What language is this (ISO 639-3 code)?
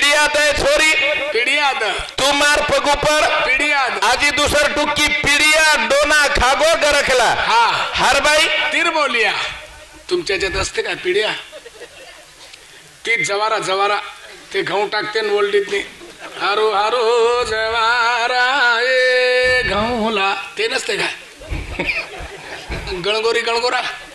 mar